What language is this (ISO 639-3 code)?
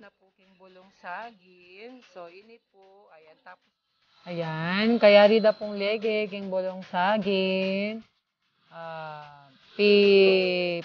pam